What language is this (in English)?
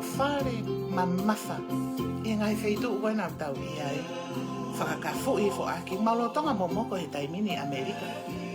Tongan